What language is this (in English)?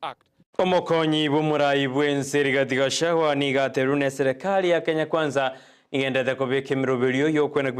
Gusii